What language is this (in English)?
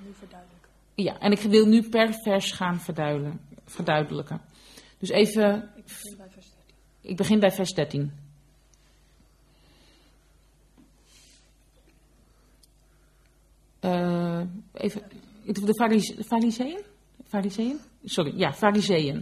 Dutch